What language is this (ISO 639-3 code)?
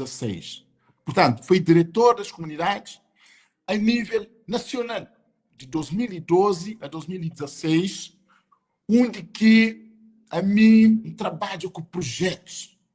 kea